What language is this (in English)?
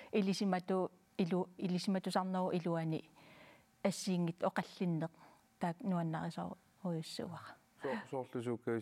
Kalaallisut